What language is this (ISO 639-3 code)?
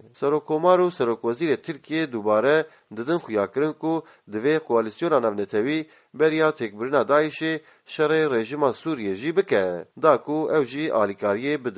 kur